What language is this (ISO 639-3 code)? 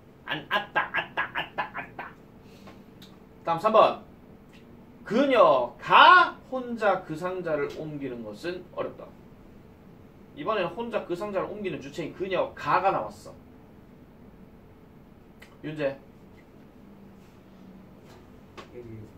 kor